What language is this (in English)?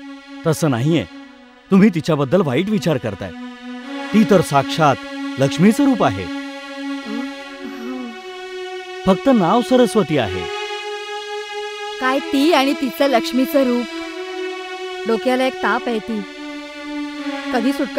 Marathi